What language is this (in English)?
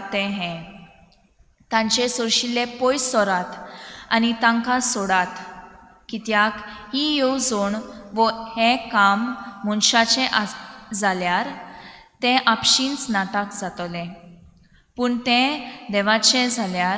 Konkani